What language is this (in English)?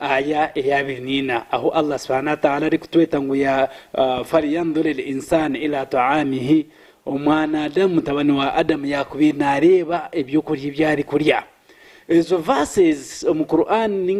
Nyankole